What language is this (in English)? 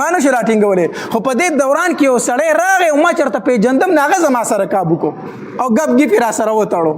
Pashto